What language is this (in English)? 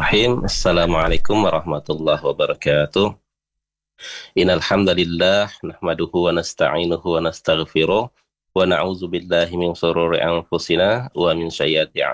Indonesian